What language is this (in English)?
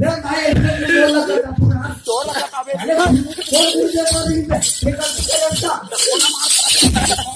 Chhattisgarhi